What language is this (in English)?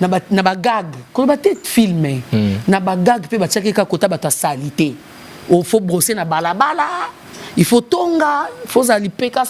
Lingala